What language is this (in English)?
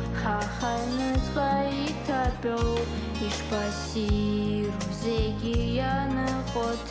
Abkhazian